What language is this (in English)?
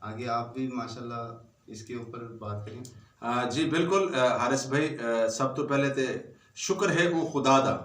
Saraiki